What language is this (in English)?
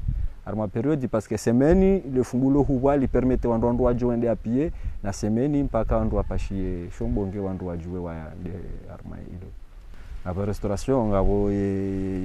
Swahili